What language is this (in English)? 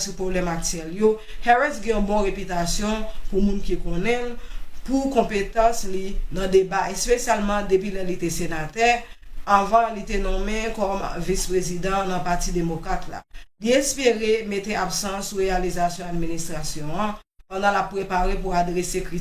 Haitian Creole